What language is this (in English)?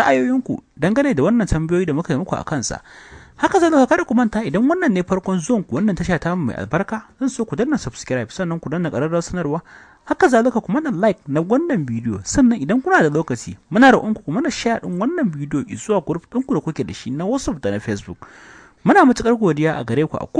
Hausa